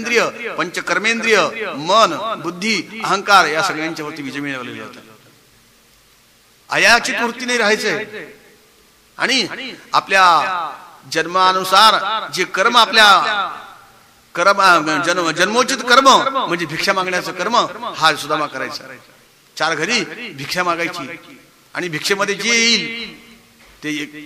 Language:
Marathi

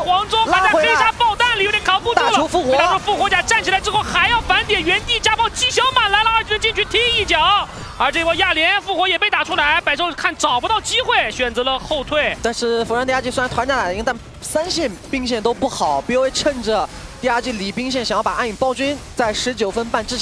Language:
Chinese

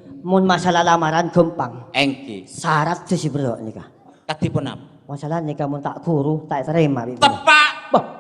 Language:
Madurese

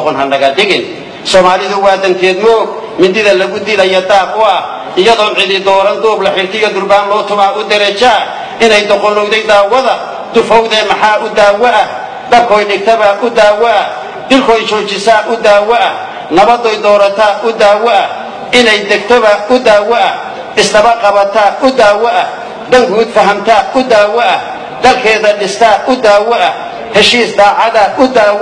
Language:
Somali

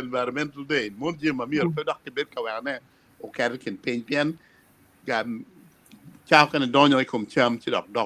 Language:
Acoli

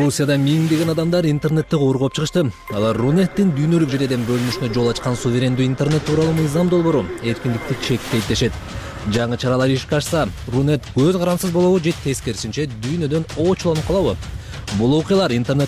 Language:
Kyrgyz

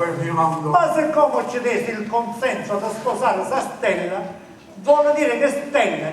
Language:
Sicilian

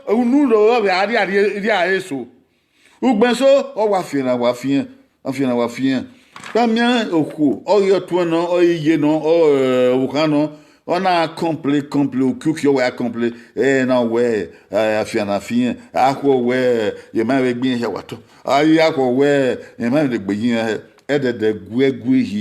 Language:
Bini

